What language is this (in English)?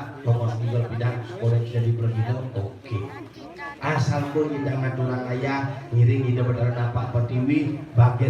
Balinese